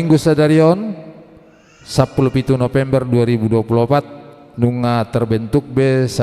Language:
Batak Toba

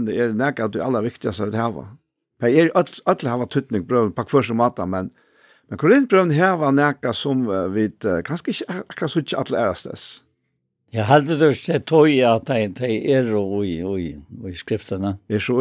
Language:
Faroese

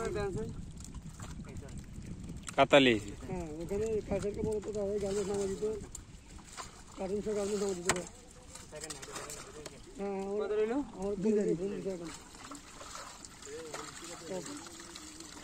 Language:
Bangla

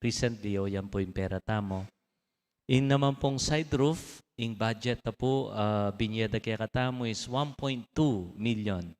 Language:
Pampanga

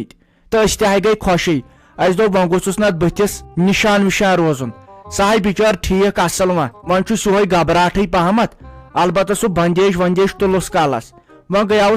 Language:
Kashmiri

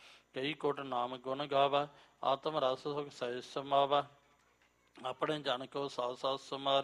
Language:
Punjabi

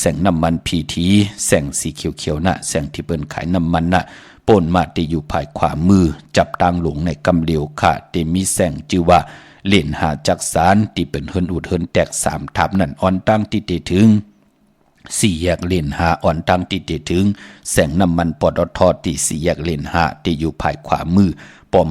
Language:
Shan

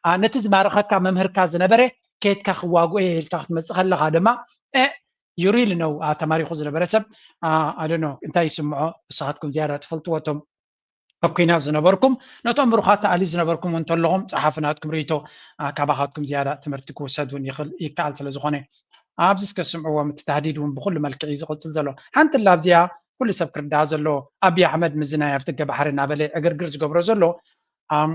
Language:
Tigrinya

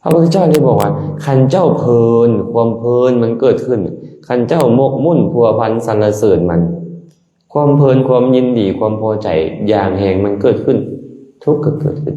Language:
Lao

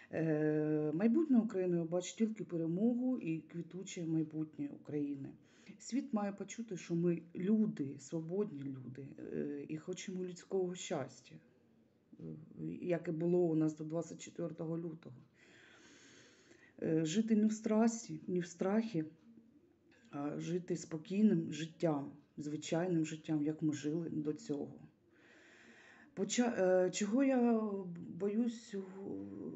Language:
Ukrainian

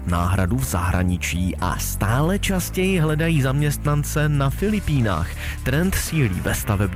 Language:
Czech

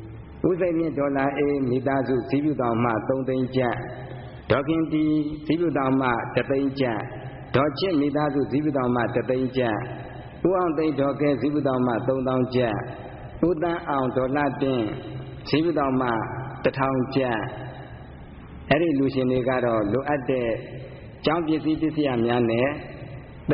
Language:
Burmese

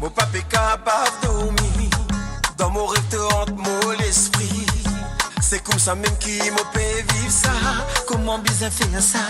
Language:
Morisyen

